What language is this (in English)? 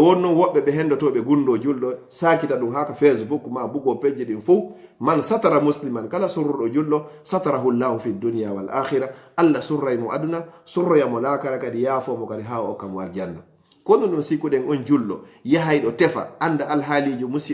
Fula